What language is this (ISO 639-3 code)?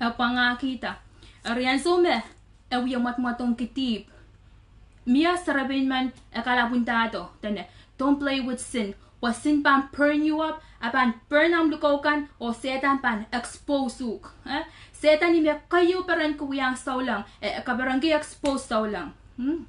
pon